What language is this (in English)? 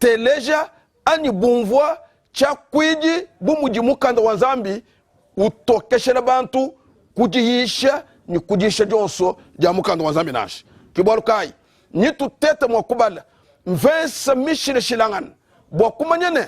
Luba-Lulua